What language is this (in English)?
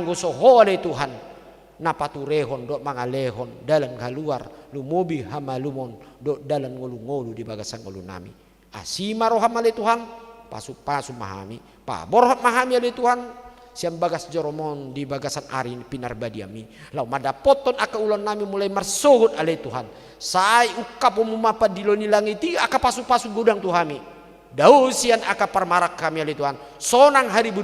Batak Toba